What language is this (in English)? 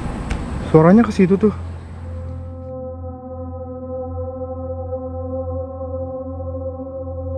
Indonesian